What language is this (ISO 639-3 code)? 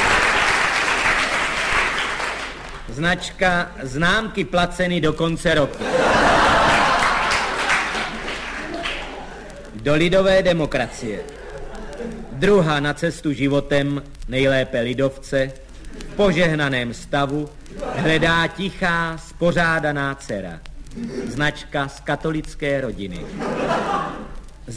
ces